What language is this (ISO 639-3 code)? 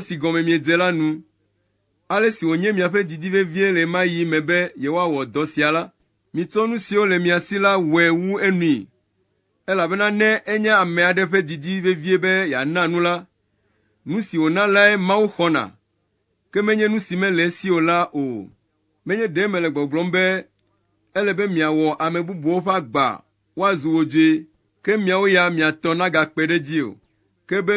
ewe